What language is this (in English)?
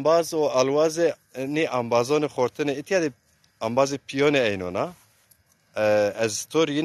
Zaza